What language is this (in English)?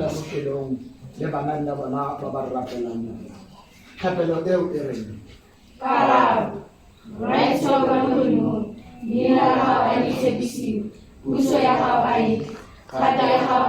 Tswana